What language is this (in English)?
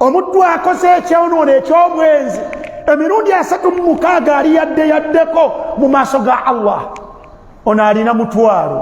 Ganda